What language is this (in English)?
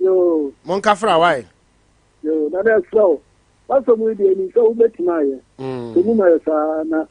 Akan